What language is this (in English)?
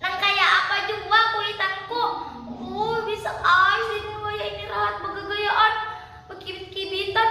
Banjar